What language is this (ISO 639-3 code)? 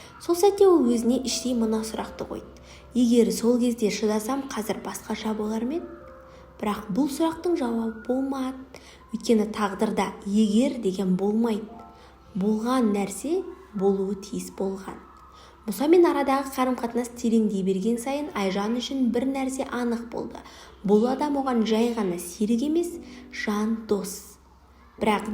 kaz